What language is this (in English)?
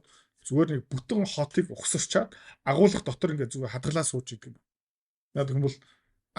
Mongolian